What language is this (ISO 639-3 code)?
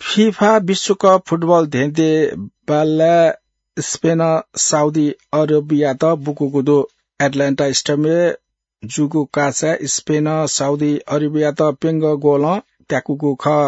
new